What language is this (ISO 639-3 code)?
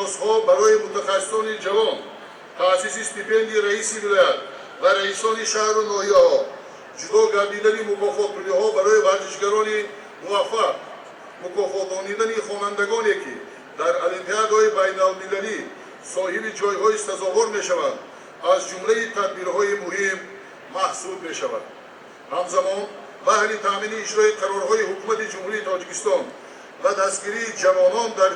tgk